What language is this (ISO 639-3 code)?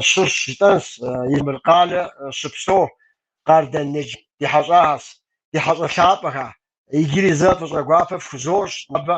kbd